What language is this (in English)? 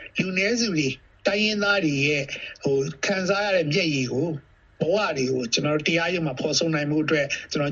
Burmese